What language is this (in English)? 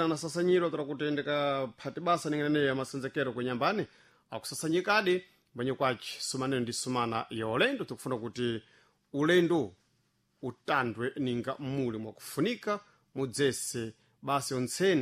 Sena